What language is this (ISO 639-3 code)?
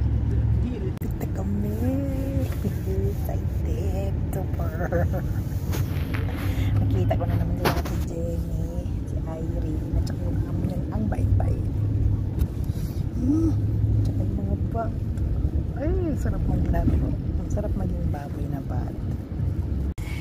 fil